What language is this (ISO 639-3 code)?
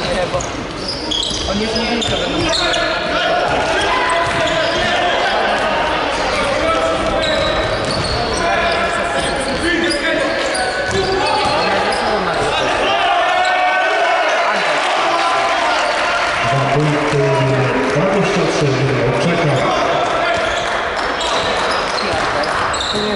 pol